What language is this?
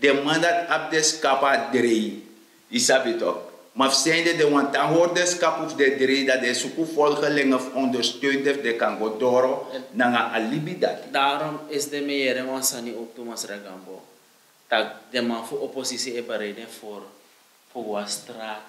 Sranan Tongo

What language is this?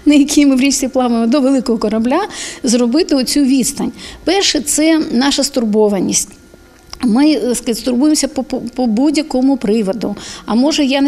Ukrainian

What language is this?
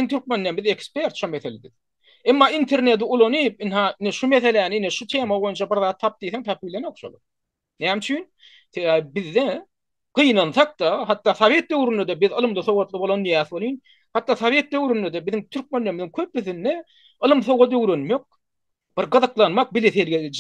Turkmen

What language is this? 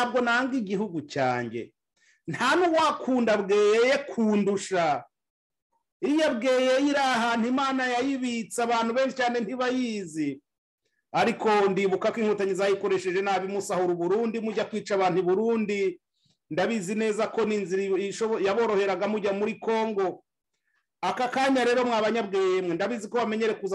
Kinyarwanda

